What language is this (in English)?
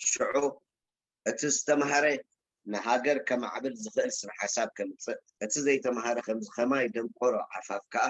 Tigrinya